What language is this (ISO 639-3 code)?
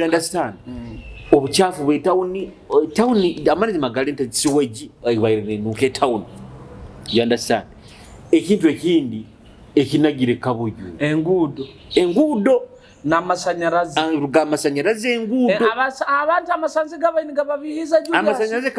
nyo